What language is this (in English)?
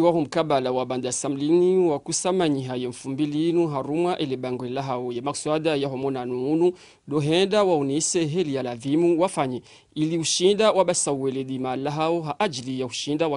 Ngazidja Comorian